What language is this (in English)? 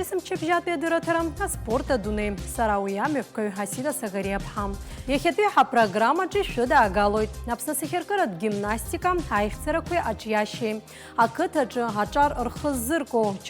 Abkhazian